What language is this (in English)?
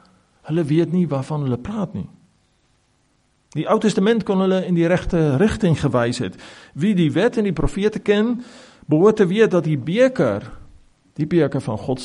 Afrikaans